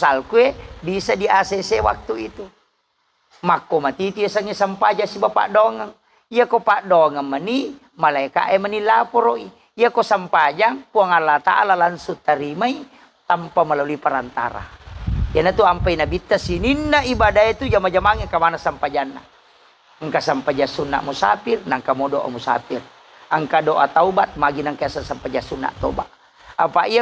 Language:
Buginese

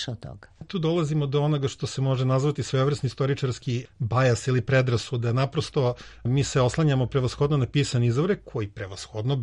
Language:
Serbian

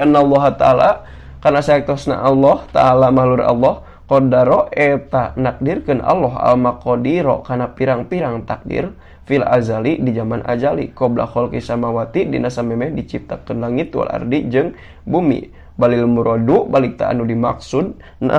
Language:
Sundanese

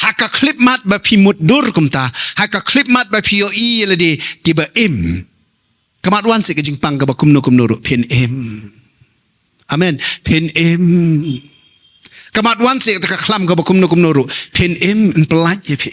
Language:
Khasi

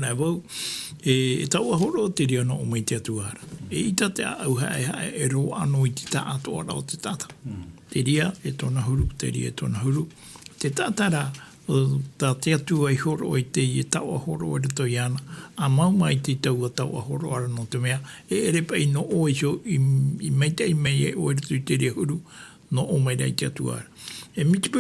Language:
Tahitian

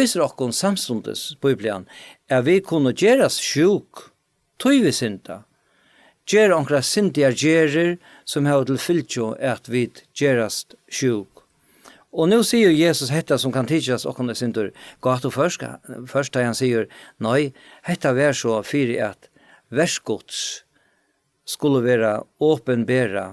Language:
Faroese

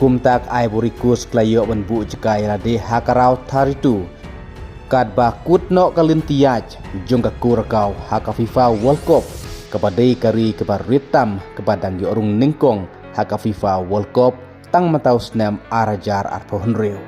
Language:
Khasi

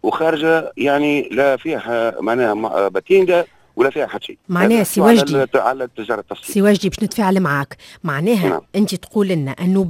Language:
Tunisian Arabic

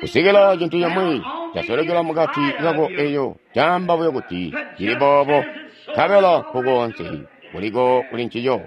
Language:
Tonga (Zambia)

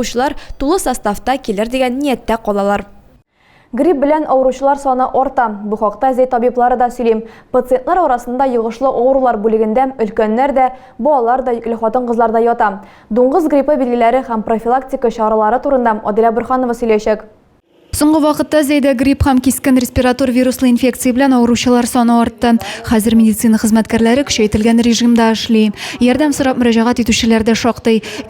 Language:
Tatar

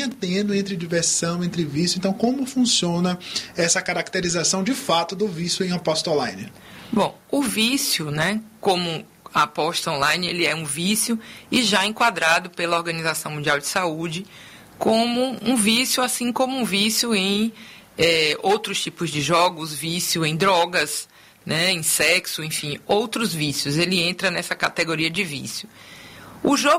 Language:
Portuguese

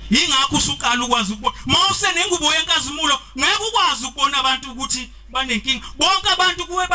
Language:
Zulu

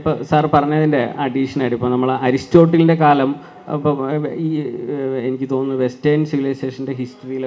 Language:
Malayalam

